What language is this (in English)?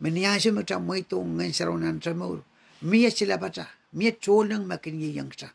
Pohnpeian